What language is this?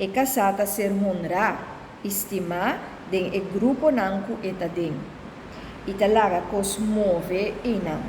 Papiamento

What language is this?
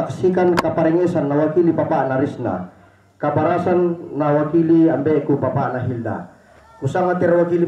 Toraja-Sa'dan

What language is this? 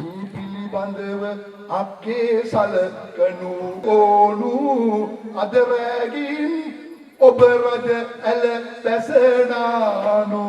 Sinhala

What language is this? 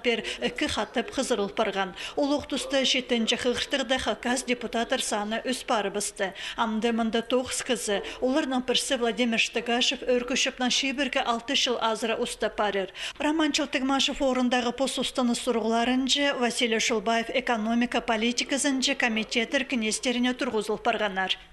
Khakas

